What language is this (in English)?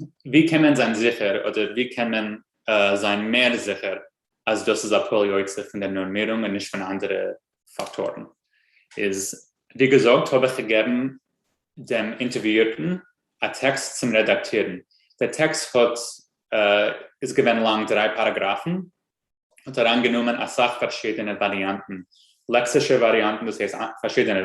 Yiddish